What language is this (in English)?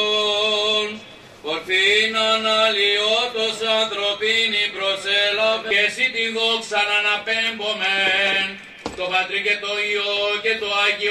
Greek